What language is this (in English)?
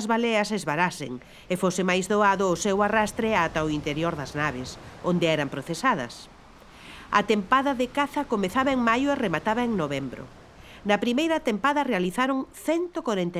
Galician